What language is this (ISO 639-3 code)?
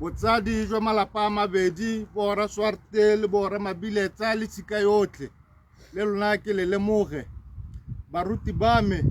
tsn